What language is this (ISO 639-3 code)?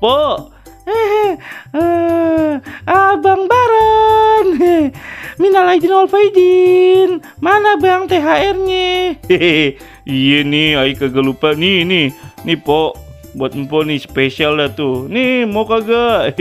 bew